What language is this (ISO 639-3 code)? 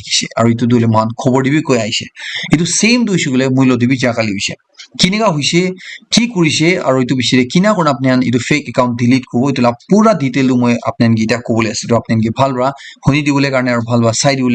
nag